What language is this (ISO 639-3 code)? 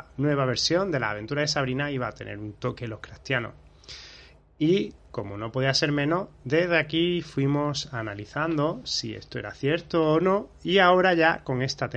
spa